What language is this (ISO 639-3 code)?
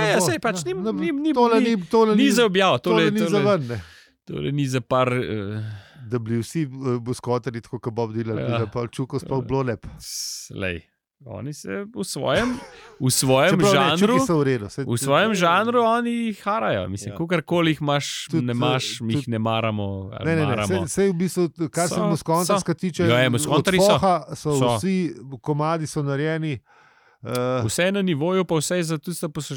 slv